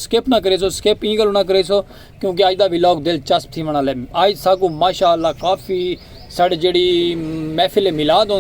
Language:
Saraiki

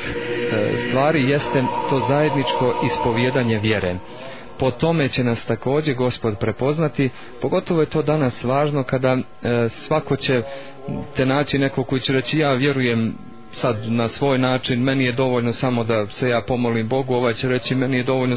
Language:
Serbian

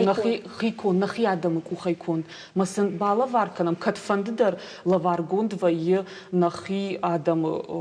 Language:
Ossetic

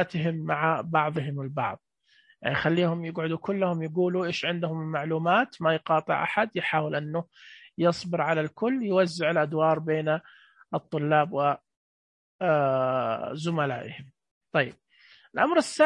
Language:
Najdi Arabic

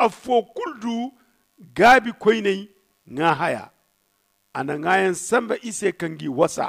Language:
Zarma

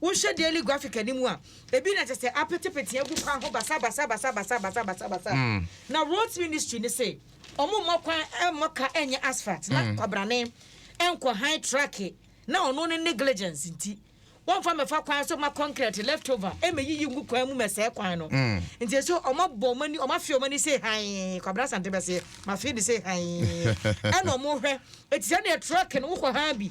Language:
Akan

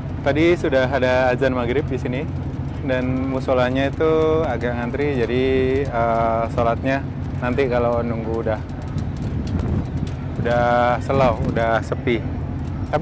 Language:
Indonesian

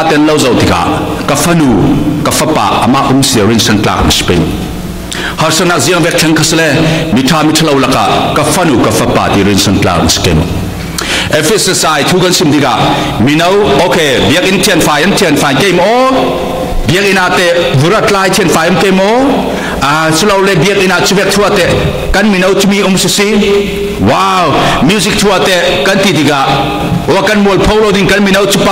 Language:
Falam Chin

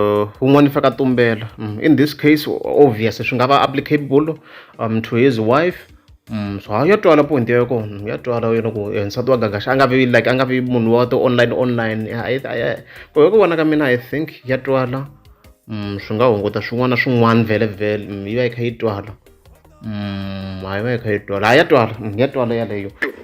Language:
Tsonga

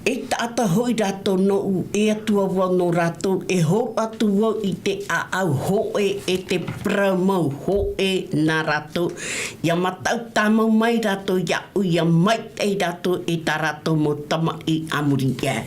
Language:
Tahitian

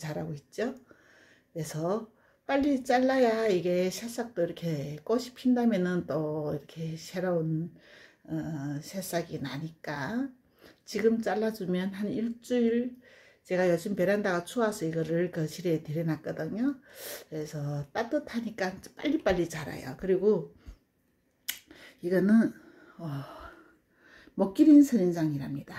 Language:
Korean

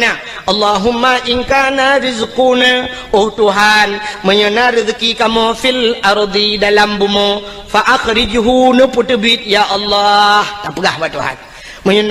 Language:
Achinese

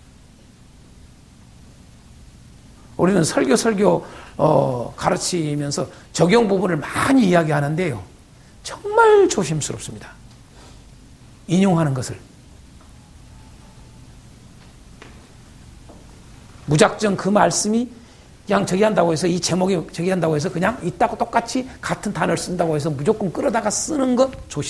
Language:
Korean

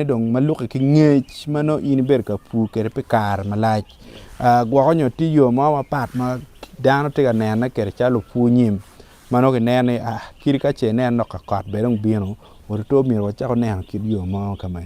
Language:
Acoli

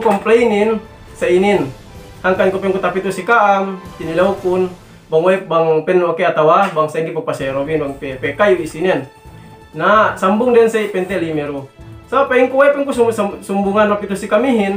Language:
Yakan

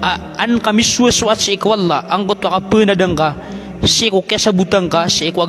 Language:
Maranao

